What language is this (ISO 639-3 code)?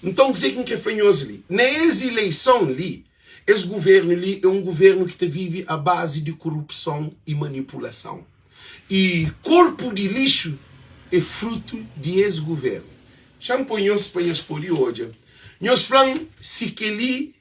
kea